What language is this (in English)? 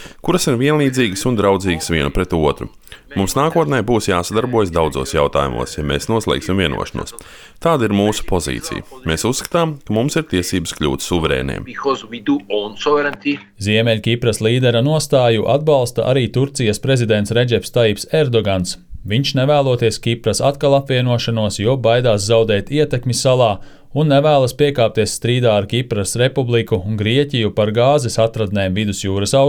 Latvian